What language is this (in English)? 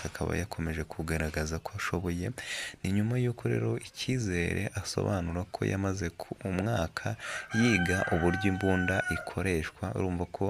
Kinyarwanda